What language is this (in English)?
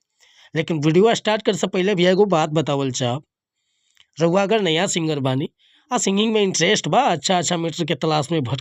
Bhojpuri